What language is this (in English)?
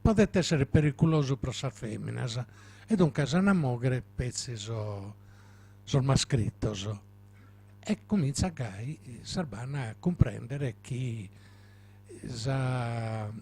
Sardinian